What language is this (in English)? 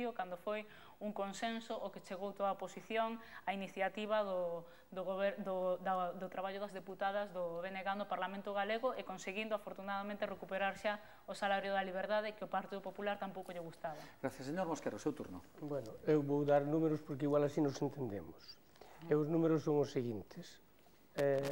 Galician